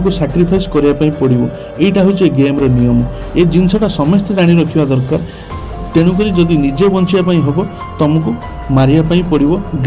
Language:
Odia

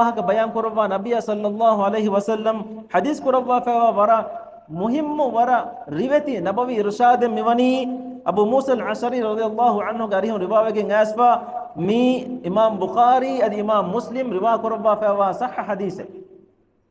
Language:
Divehi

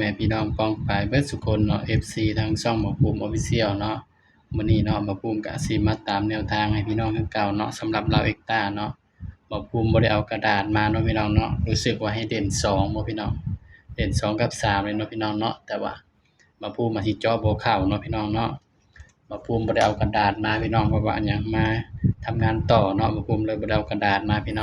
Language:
Northeastern Thai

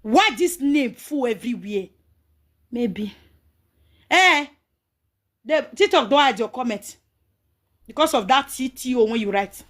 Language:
Nigerian Pidgin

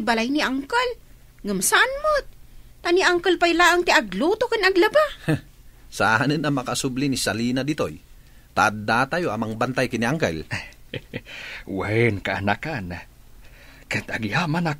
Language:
Iloko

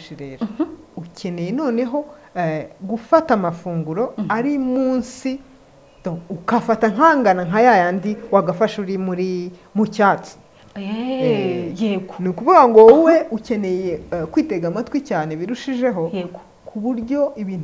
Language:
Kinyarwanda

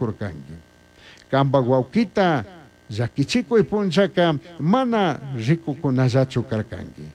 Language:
Chimborazo Highland Quichua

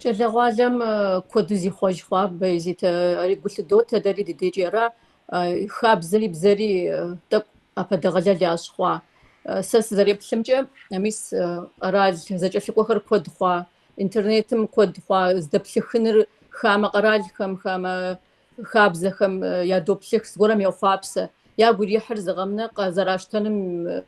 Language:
Kabardian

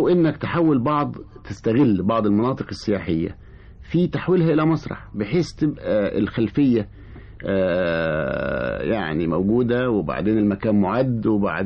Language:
Egyptian Arabic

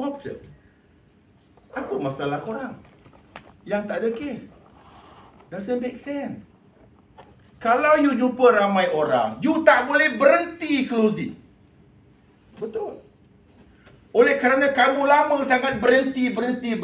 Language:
Malay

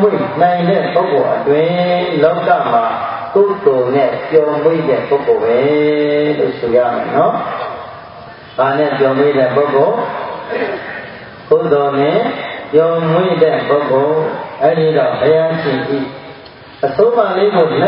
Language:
Burmese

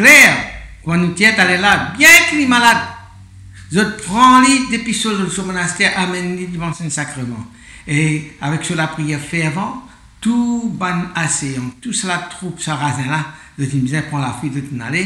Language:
Morisyen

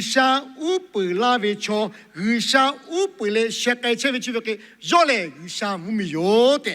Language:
Lahu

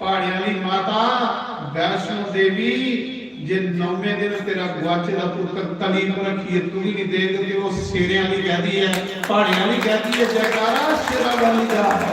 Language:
Dogri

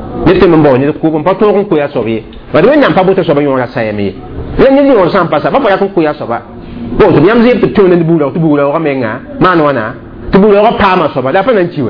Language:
Mossi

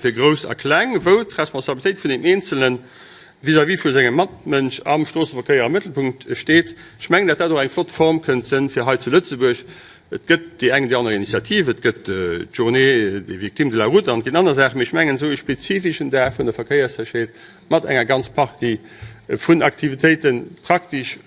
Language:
Luxembourgish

